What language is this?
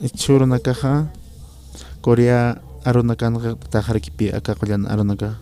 Aymara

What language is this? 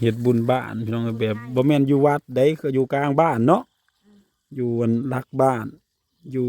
Northeastern Thai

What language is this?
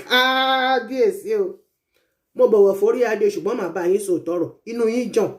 Yoruba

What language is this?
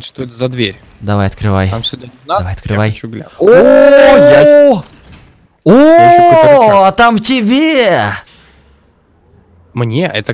Russian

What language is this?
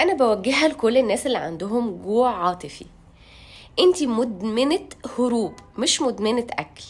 Egyptian Arabic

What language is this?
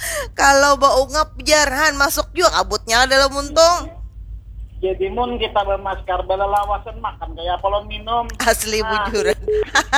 Banjar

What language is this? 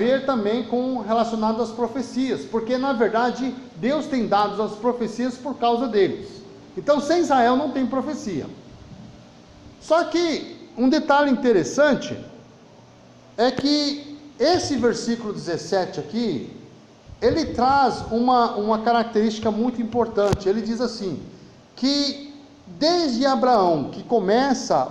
Portuguese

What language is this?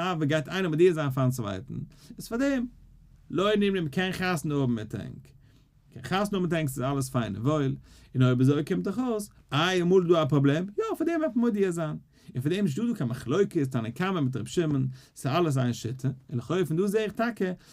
Yiddish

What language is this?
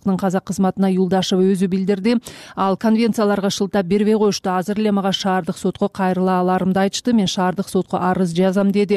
Kyrgyz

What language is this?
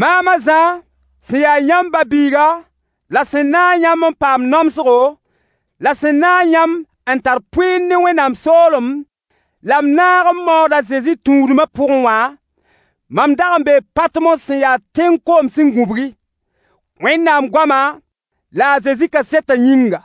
Mossi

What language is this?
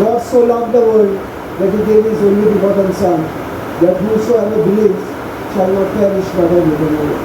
Konkani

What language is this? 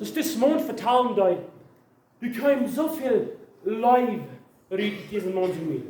Plautdietsch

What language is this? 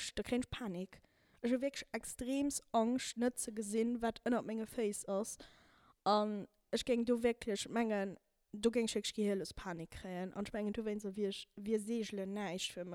Luxembourgish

